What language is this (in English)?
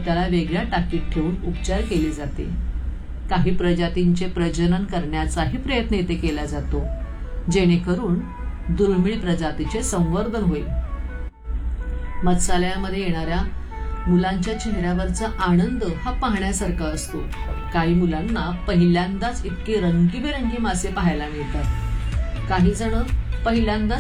Marathi